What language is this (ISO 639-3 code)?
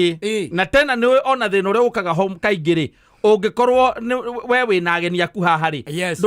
kik